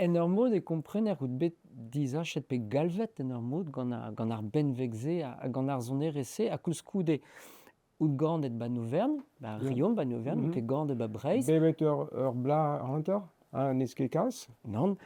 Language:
Breton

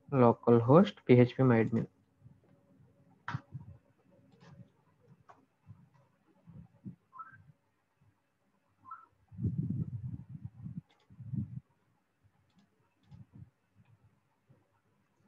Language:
Telugu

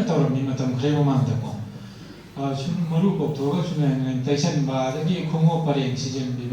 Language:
Manipuri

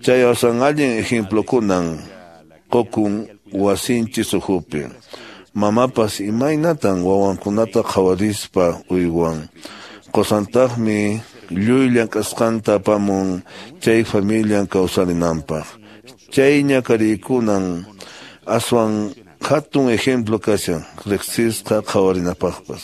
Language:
Quechua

